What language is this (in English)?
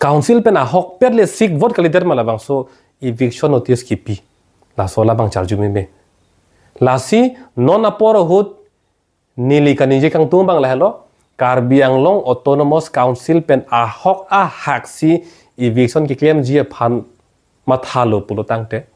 Karbi